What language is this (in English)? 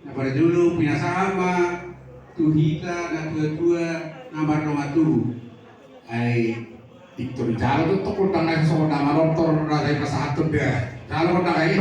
Batak Toba